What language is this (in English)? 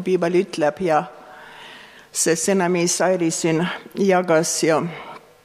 Estonian